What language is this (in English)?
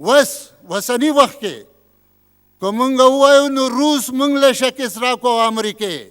Pashto